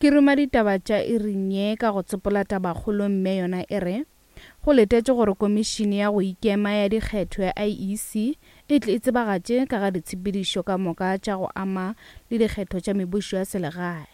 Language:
Northern Sotho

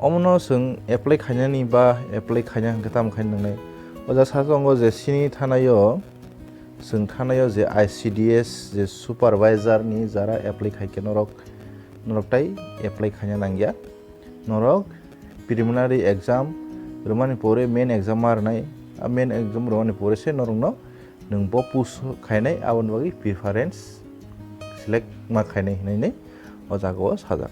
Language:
Kok Borok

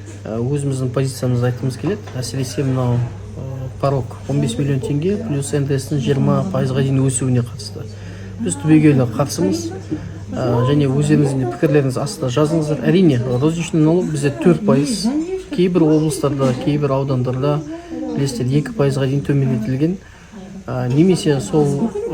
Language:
Kazakh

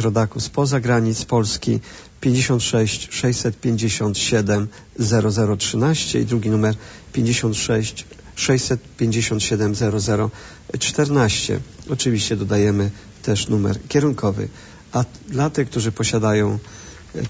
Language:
Polish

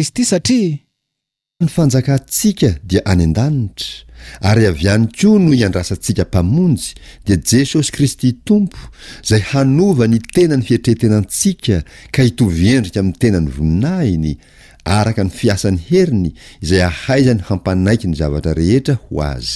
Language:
Malagasy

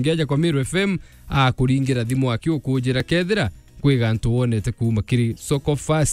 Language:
Meru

